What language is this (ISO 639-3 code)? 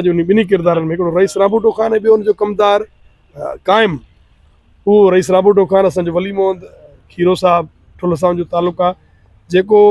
snd